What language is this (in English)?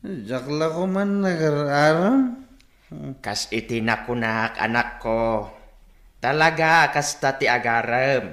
Iloko